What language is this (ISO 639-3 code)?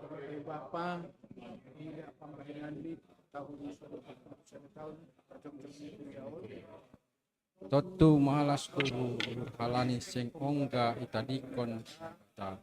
bts